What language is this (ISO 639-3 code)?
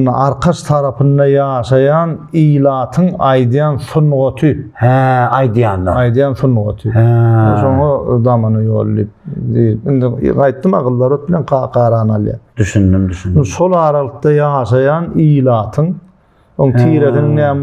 tuk